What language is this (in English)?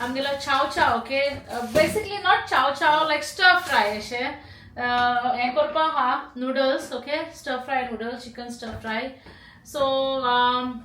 Konkani